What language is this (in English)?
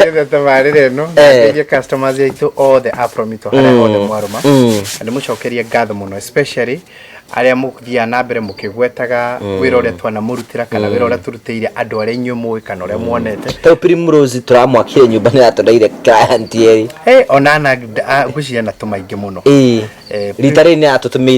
Kikuyu